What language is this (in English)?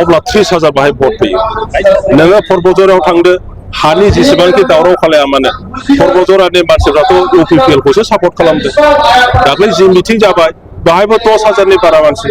Bodo